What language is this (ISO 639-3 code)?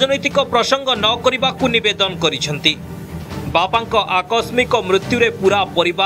ori